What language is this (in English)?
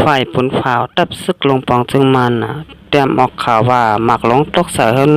Shan